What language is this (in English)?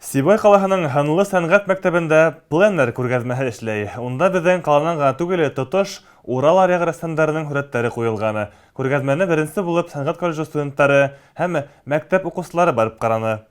Bashkir